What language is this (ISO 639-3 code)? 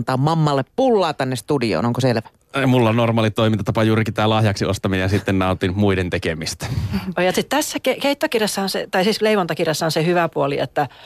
fin